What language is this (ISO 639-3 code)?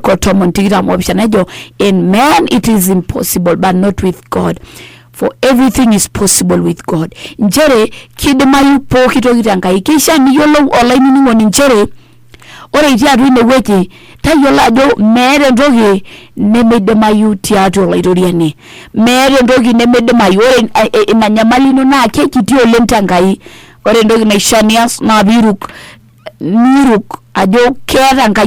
mas